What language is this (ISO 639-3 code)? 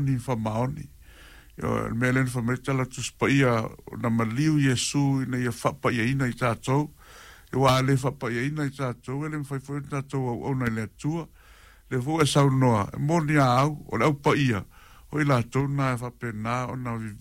smo